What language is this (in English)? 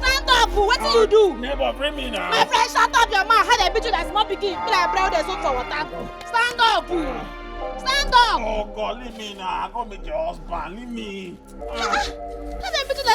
Nigerian Pidgin